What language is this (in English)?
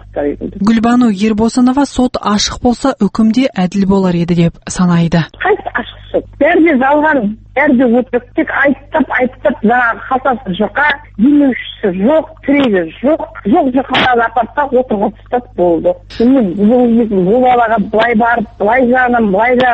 Kazakh